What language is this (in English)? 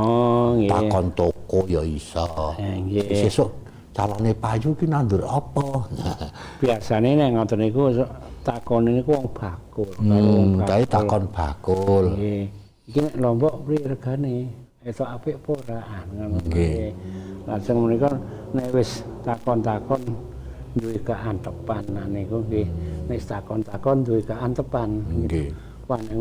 Javanese